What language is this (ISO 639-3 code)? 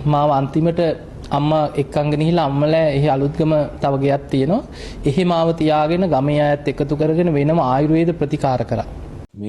sin